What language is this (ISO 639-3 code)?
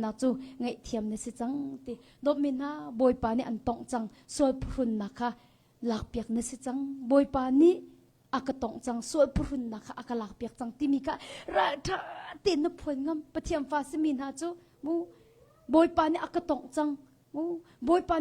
cnh